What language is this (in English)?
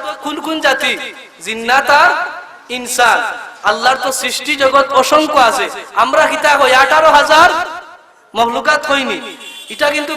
Sylheti